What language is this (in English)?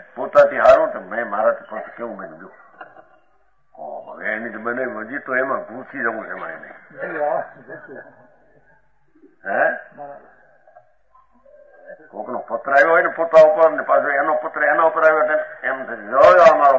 Gujarati